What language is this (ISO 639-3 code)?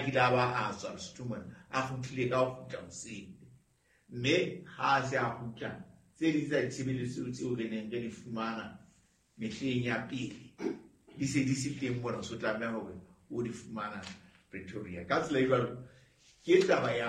sot